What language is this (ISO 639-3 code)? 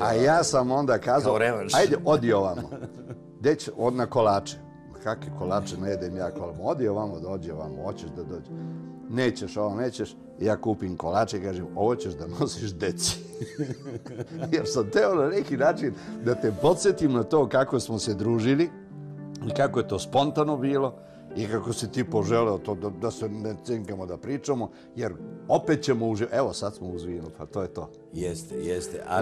srp